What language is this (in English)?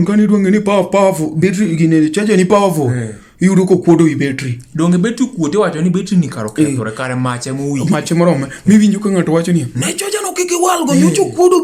Luo (Kenya and Tanzania)